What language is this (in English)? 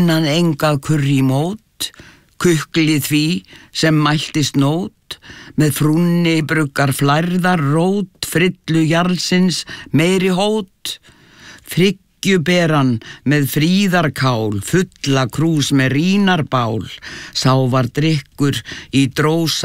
Icelandic